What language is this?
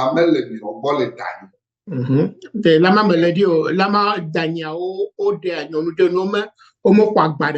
Ewe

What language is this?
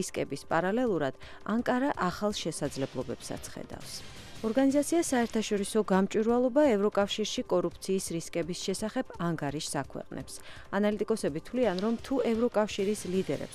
Georgian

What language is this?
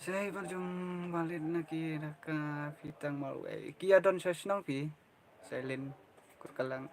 Khasi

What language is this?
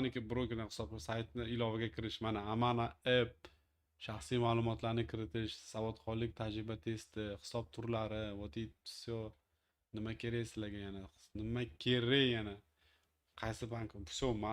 Uzbek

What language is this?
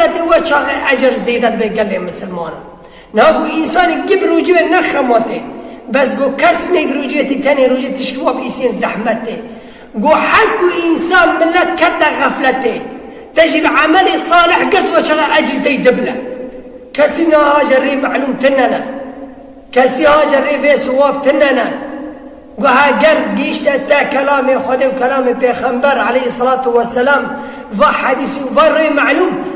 Kurdish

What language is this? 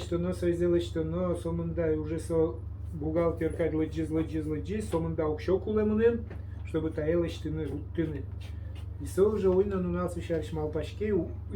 Udmurt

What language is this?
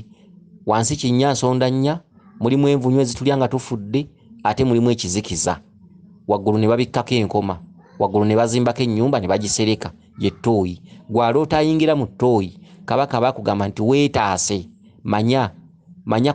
Ganda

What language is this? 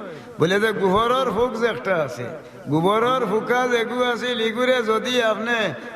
Sylheti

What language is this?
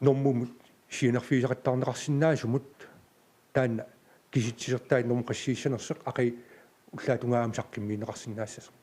Kalaallisut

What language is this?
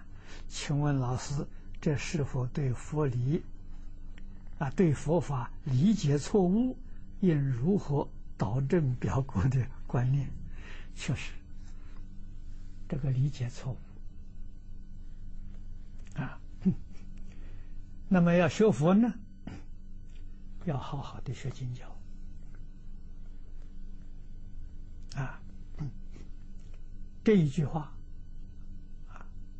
Chinese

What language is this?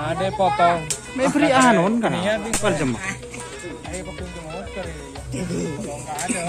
Madurese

